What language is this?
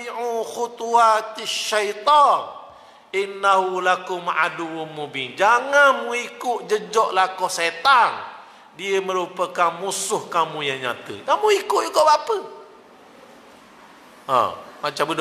Malay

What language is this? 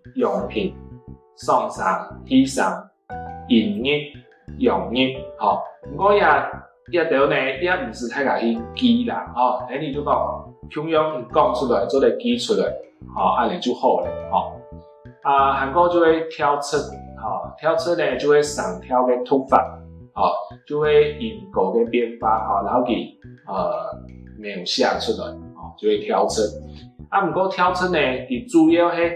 Hakka Chinese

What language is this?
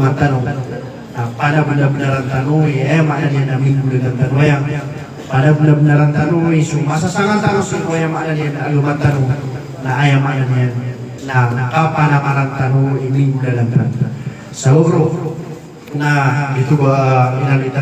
Maranao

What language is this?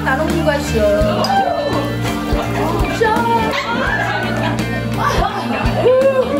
Korean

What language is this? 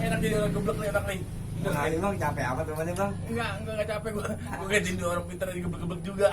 Betawi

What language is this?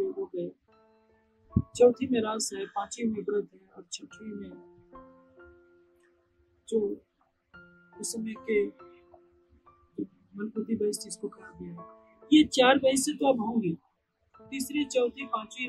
Hindi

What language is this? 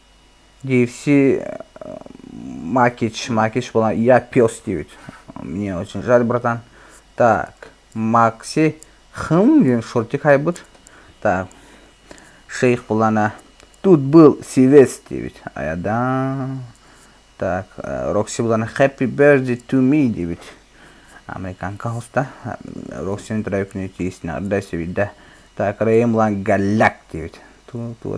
Yakut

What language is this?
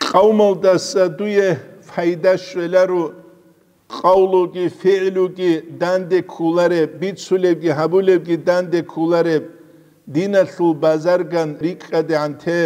Avaric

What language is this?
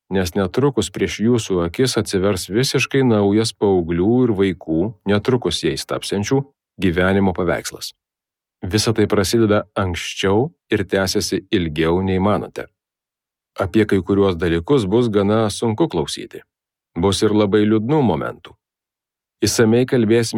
Lithuanian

